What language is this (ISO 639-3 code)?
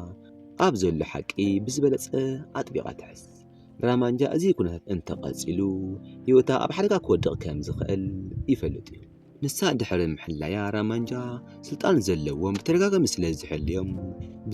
tir